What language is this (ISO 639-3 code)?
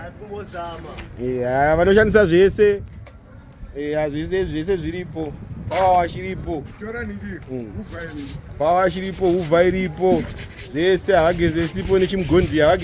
sna